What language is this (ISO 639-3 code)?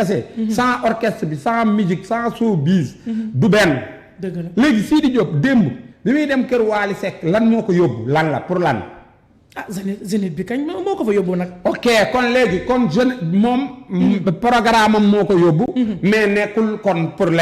wol